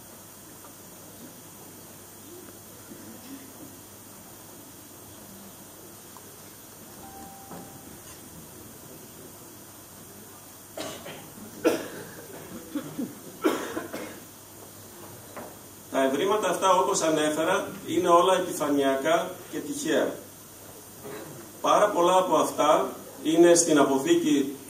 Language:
Greek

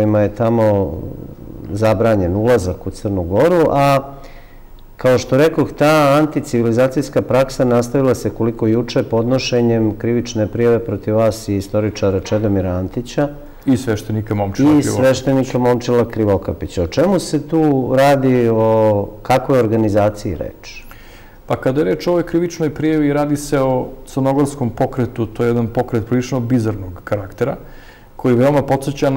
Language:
Serbian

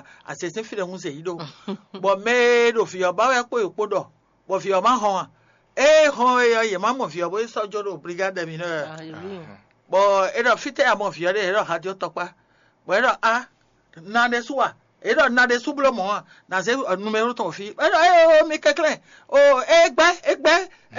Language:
Fon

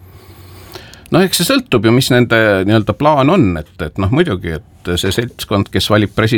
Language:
Estonian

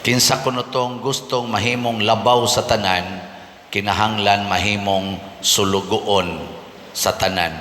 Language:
Cebuano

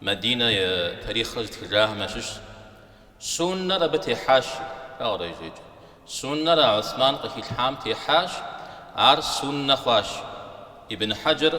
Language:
Kabardian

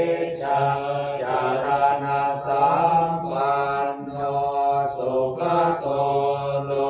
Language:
Pali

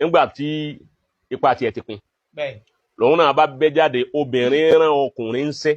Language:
Yoruba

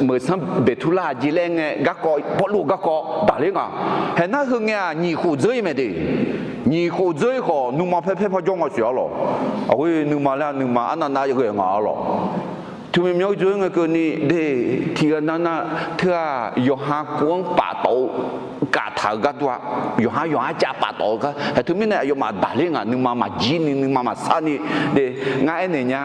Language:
Akha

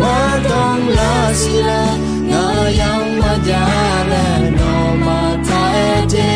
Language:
Akha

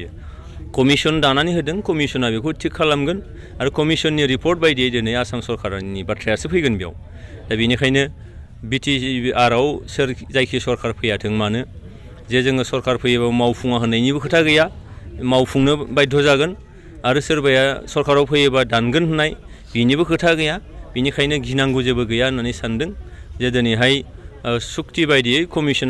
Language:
Bodo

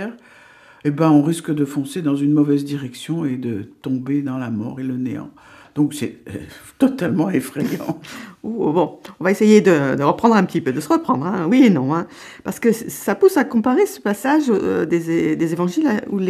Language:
French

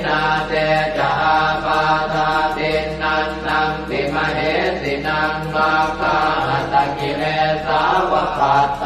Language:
Pali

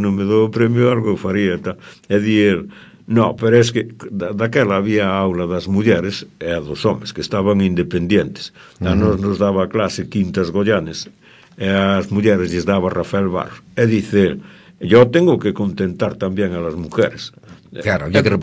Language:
Galician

